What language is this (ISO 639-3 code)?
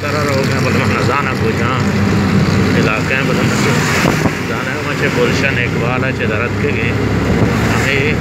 bal